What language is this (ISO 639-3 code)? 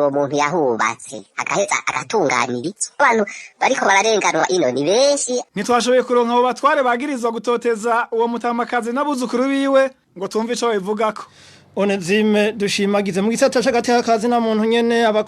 run